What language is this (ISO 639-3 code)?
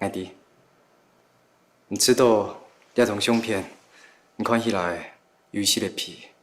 hak